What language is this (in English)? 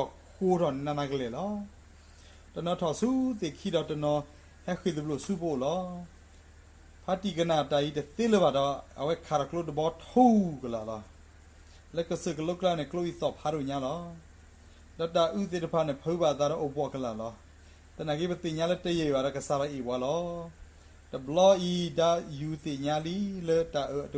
S'gaw Karen